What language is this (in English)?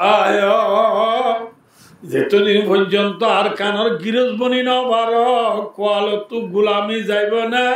Rohingya